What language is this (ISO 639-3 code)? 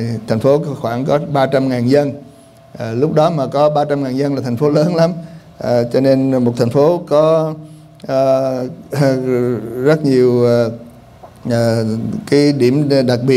vie